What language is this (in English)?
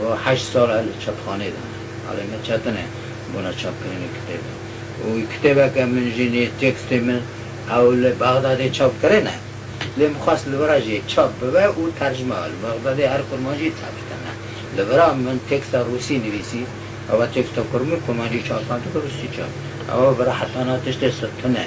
Kurdish